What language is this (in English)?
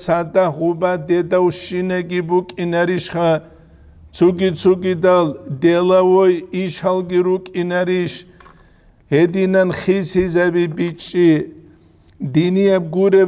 Avaric